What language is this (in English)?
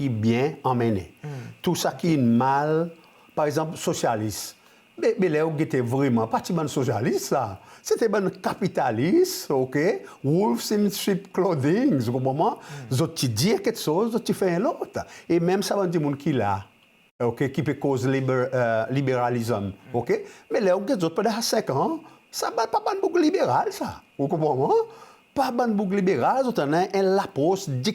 Seselwa Creole French